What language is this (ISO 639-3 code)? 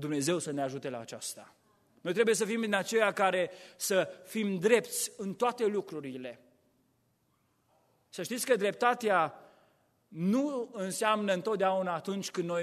ron